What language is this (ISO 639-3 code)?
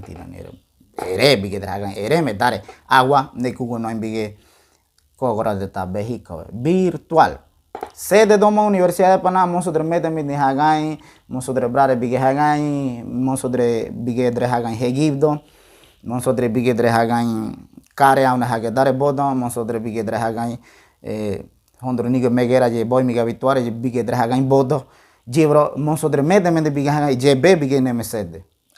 gym